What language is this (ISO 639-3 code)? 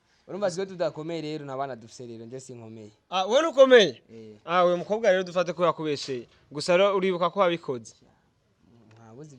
run